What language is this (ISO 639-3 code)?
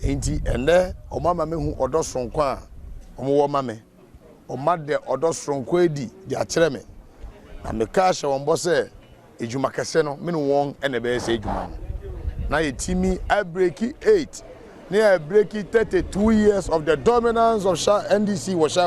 aka